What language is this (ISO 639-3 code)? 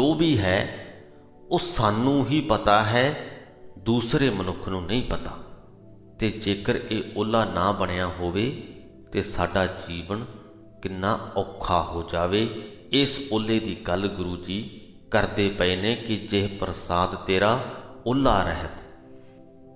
pan